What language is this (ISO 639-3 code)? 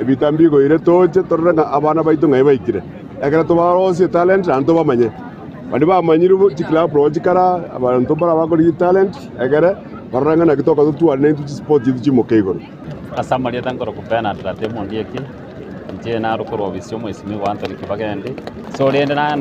guz